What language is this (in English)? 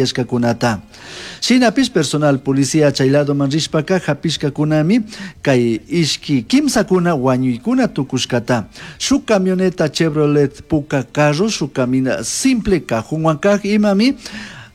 Chimborazo Highland Quichua